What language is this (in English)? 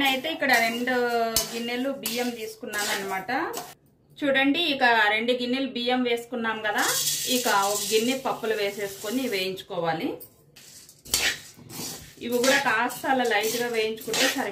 Telugu